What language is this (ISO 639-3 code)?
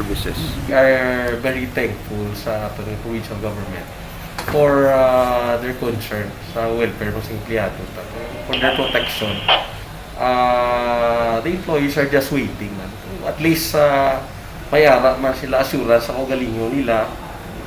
hil